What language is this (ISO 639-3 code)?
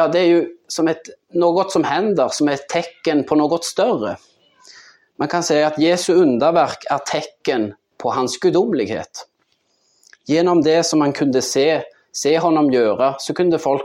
swe